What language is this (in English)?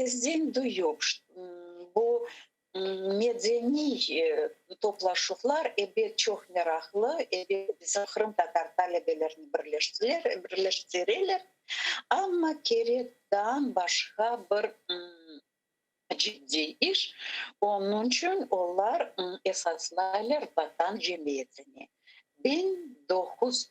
Crimean Tatar